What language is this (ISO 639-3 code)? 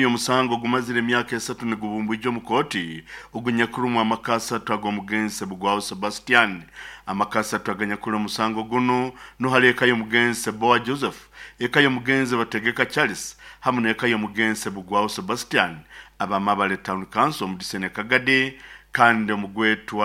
nyo